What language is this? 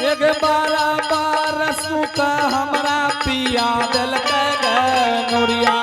Angika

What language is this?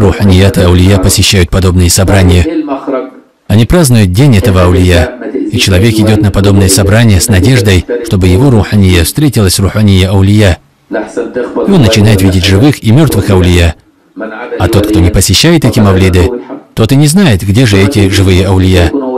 Kazakh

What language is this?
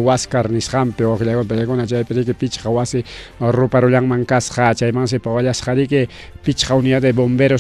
Ayacucho Quechua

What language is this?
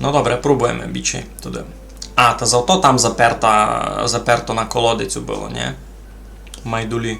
Rusyn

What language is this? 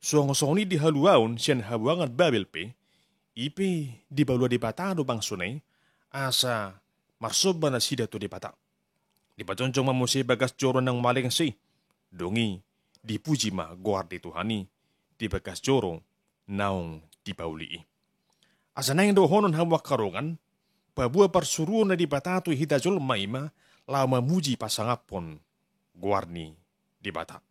Batak Toba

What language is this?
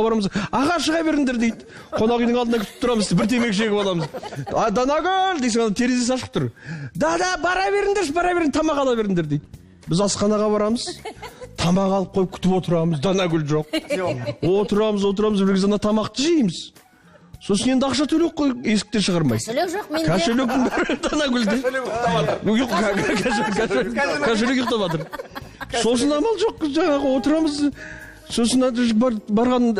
Kazakh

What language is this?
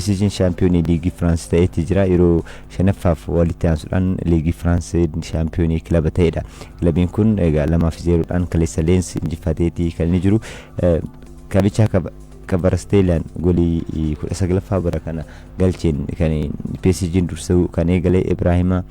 Oromo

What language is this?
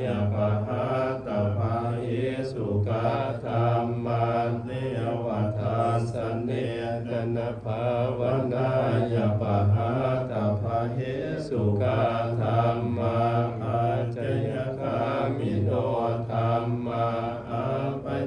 Pali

